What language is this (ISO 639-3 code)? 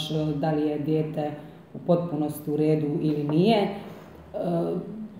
hrv